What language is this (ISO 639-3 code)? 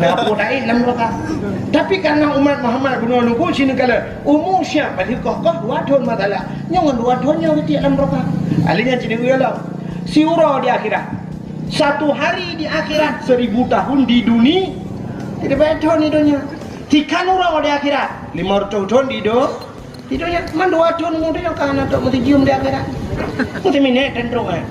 ace